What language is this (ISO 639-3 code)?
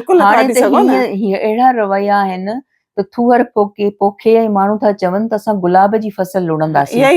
snd